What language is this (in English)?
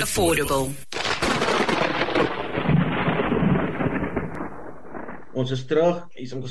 Afrikaans